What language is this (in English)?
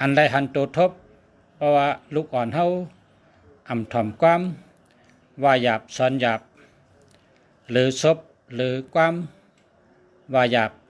Shan